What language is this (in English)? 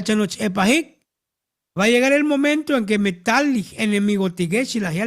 Tzotzil